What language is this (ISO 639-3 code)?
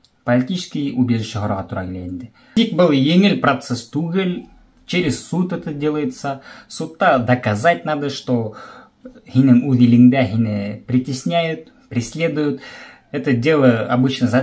bak